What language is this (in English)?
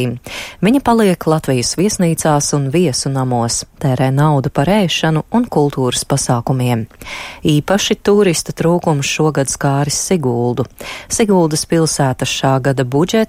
Latvian